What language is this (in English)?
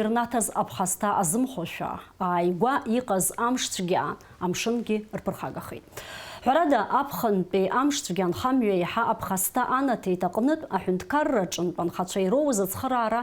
Abkhazian